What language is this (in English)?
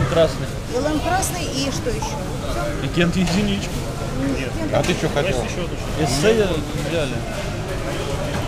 Russian